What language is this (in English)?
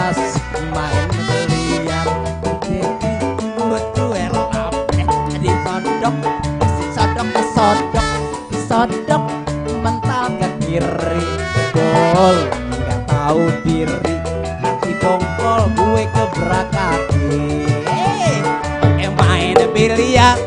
Betawi